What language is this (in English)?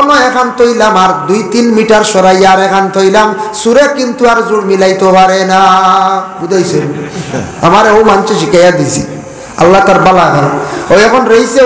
Sylheti